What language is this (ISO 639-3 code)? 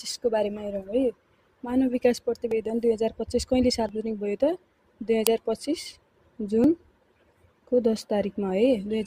nep